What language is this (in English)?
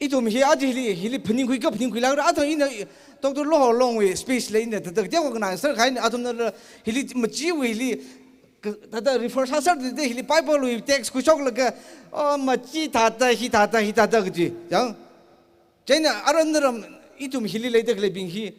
Tangkhul Naga (India)